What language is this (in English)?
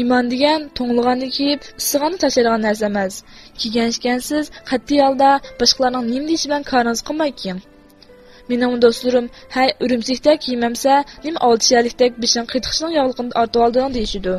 Uyghur